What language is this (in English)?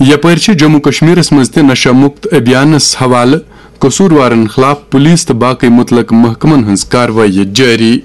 Kashmiri